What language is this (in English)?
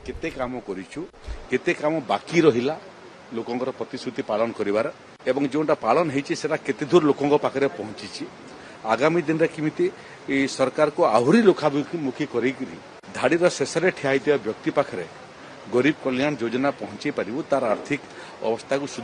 Odia